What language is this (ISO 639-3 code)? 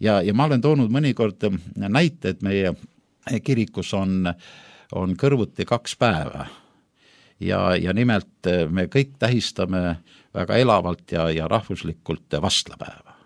est